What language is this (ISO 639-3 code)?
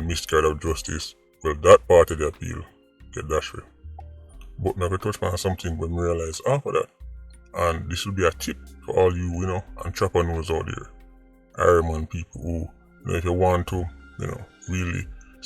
jam